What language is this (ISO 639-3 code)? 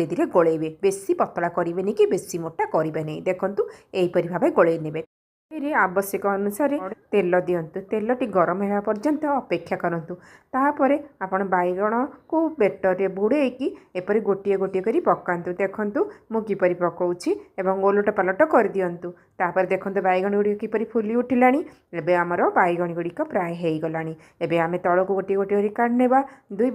ori